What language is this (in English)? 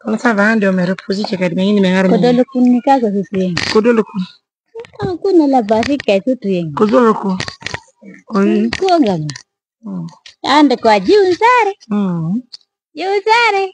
Pular